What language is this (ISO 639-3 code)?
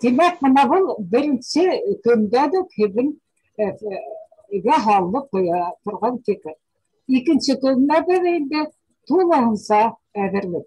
bak